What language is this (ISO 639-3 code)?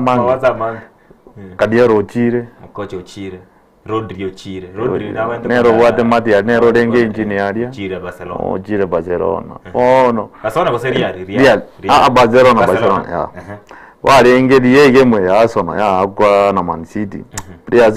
guz